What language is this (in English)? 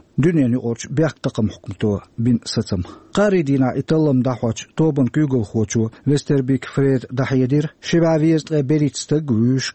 Chechen